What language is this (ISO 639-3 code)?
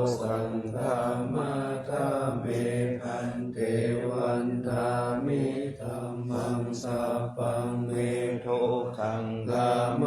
pli